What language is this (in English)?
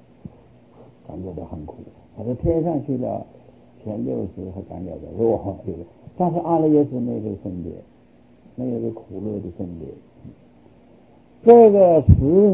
Chinese